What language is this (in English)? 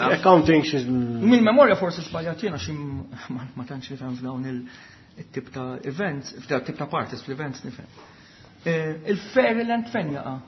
Maltese